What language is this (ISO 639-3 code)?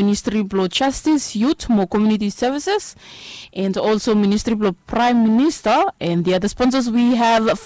bis